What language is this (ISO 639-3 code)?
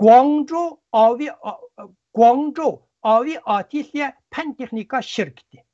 uig